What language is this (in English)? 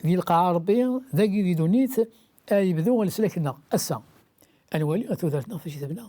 Kabyle